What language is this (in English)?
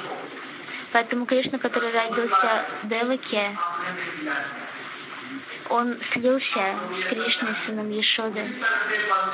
Russian